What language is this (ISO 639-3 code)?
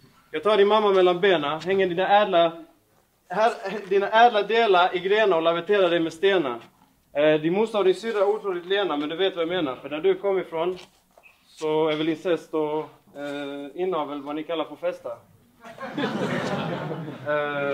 swe